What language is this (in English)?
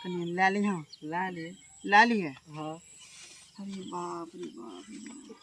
Maithili